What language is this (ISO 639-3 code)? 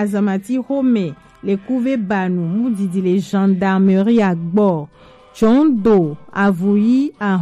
gej